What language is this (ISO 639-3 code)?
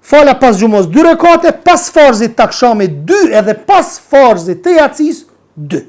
sqi